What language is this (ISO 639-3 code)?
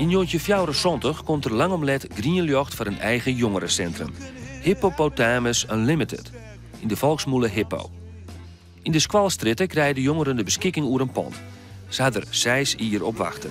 fry